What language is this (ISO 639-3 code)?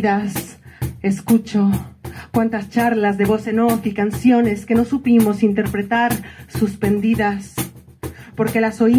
cat